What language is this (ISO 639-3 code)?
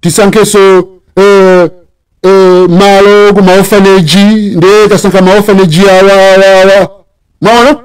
nya